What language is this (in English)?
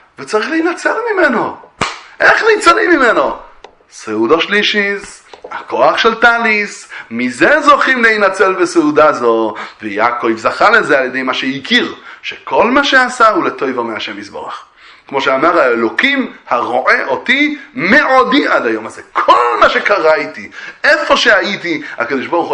Hebrew